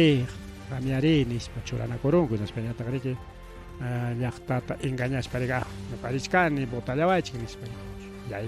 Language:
Ayacucho Quechua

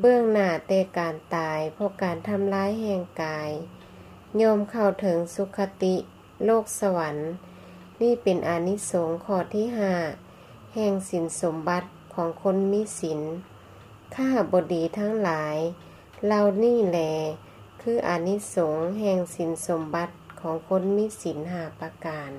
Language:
Lao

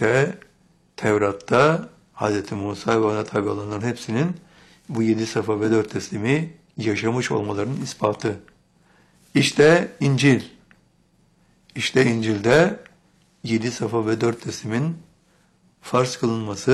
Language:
Turkish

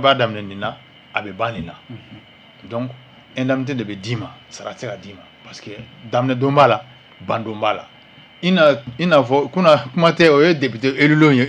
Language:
Bambara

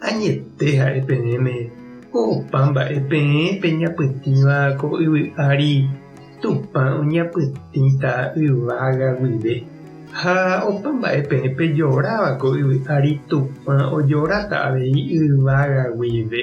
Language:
Guarani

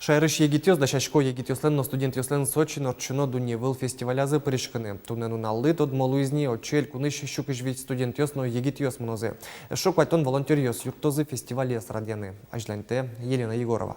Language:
Udmurt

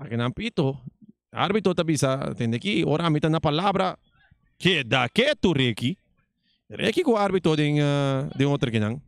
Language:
Papiamento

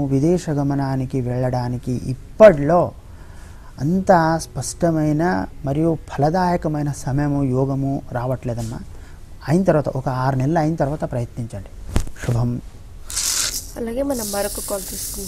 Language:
Telugu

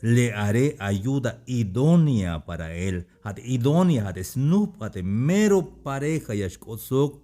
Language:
Tzeltal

